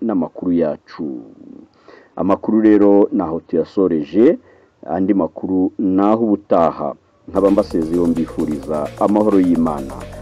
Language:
Kinyarwanda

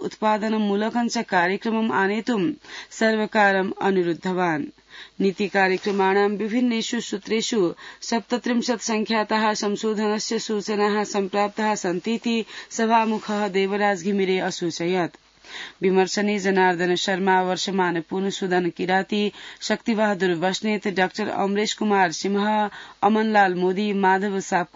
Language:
Sanskrit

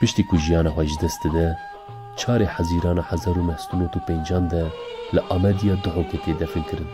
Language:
Kurdish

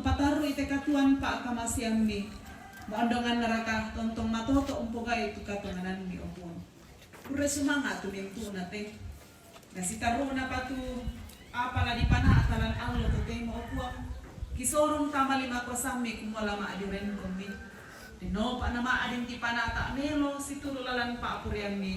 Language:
Toraja-Sa'dan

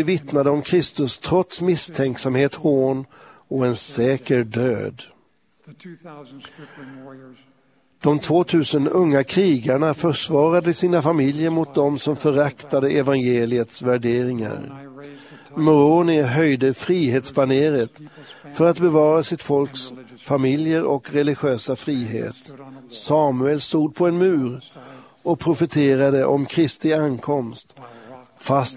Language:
Swedish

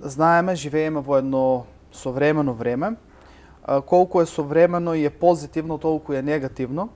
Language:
Macedonian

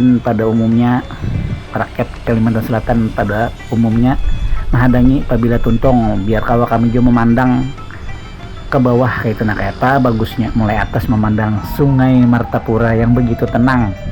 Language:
Banjar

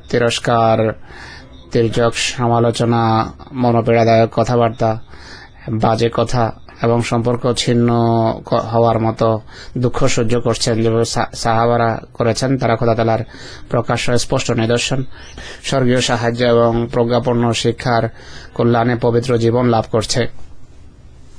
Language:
Bangla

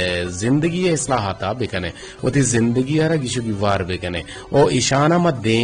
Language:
Eastern Balochi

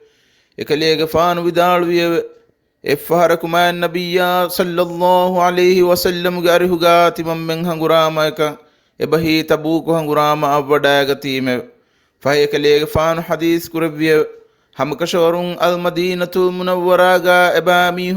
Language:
Divehi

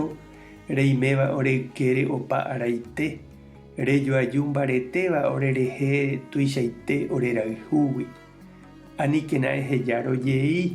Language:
Guarani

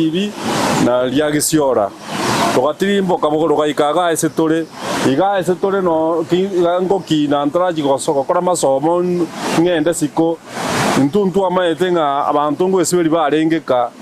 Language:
Gusii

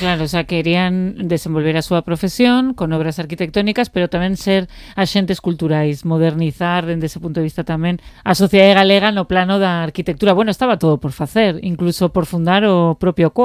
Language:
Galician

